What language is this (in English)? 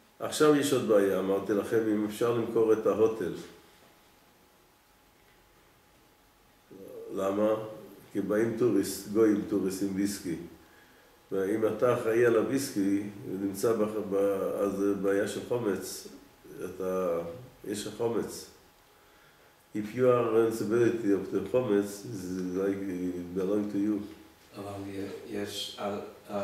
Hebrew